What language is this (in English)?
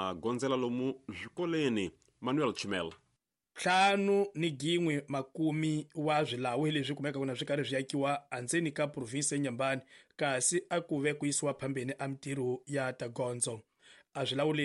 Tsonga